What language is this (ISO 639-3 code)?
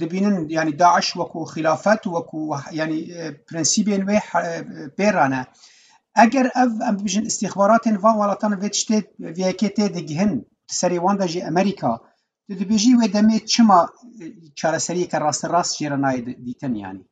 kur